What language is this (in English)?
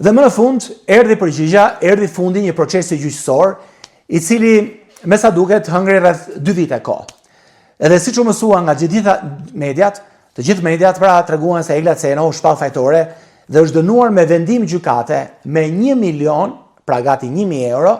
Albanian